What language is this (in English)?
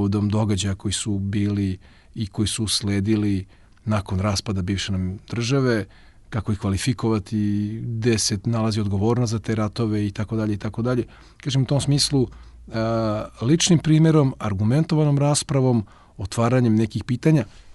Serbian